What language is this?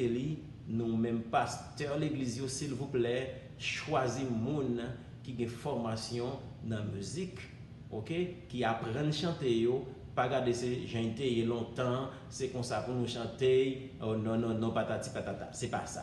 Haitian Creole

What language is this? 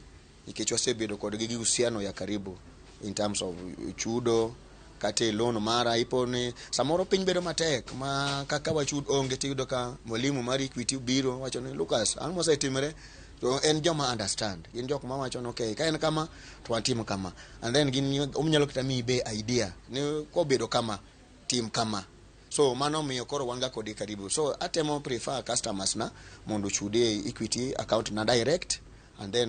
Luo (Kenya and Tanzania)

